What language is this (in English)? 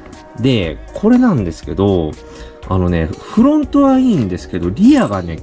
Japanese